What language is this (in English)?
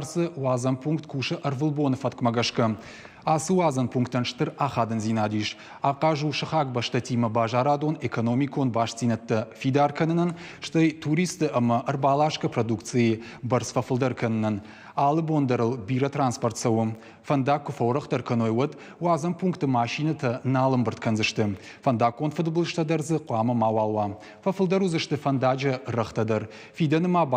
Ossetic